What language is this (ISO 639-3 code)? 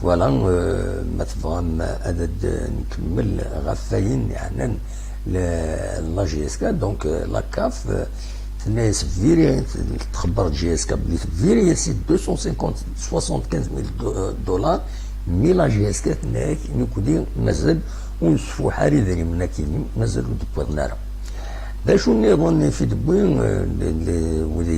kab